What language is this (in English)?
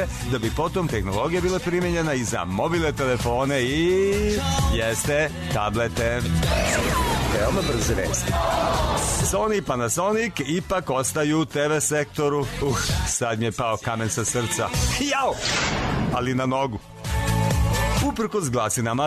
Serbian